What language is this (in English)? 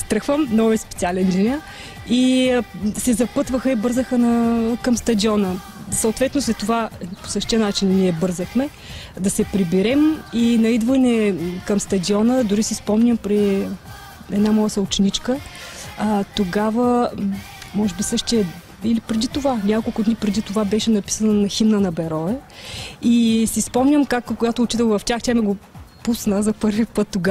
Bulgarian